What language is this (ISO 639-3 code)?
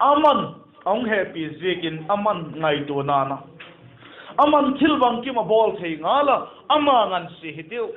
vap